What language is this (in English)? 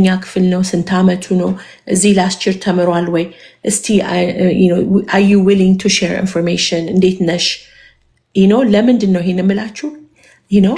Amharic